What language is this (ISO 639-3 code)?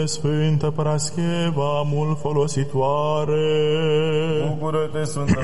ron